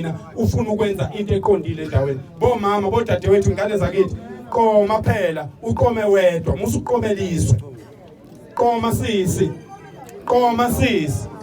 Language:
Zulu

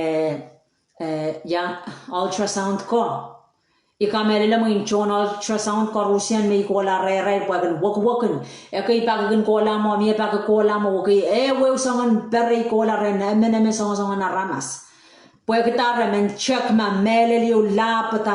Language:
Pohnpeian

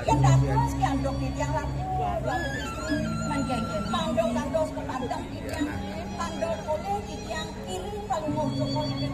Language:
Balinese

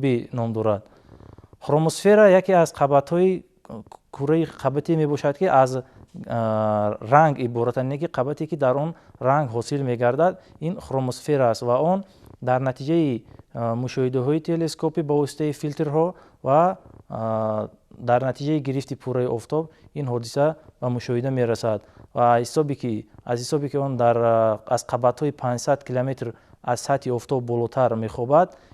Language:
Tajik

